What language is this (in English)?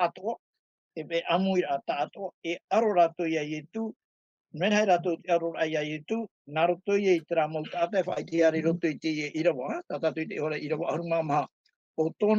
Tahitian